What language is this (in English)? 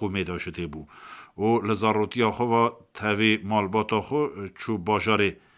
Kurdish